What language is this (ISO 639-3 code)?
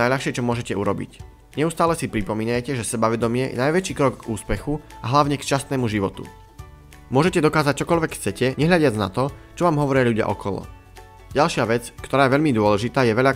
slk